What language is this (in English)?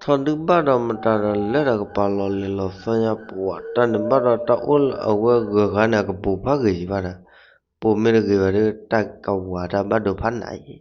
S'gaw Karen